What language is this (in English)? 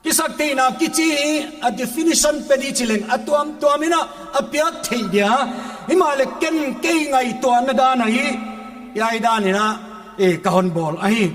Paite Chin